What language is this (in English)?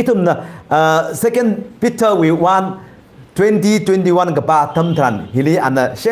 Tangkhul Naga (India)